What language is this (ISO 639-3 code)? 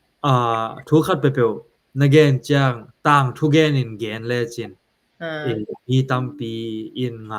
ctd